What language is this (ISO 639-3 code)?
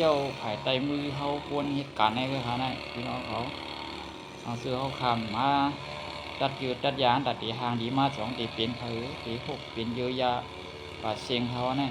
shn